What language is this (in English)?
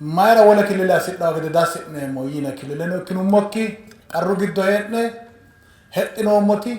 Sidamo